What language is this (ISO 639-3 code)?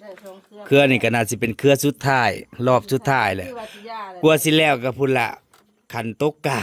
tts